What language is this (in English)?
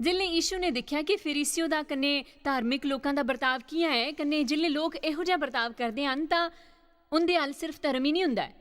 Dogri